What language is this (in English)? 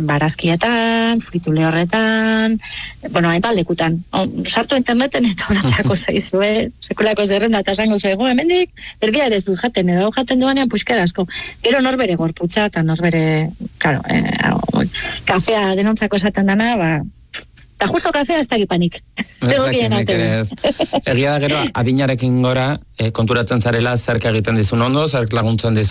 Basque